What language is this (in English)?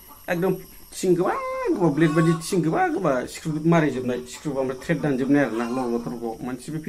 Bodo